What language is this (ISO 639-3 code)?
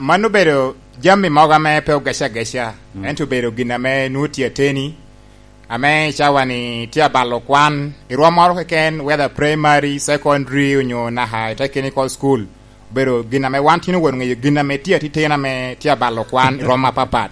laj